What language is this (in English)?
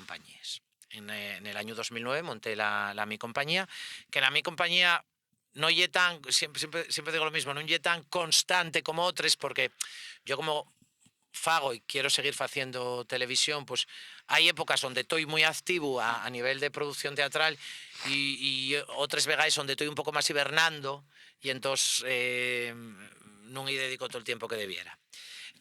Asturian